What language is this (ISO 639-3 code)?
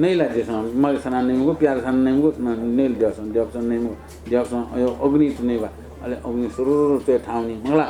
new